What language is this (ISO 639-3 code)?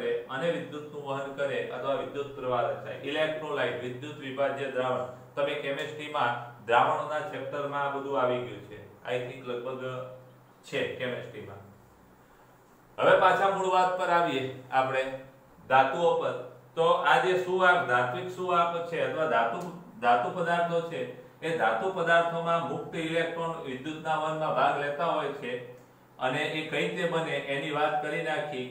guj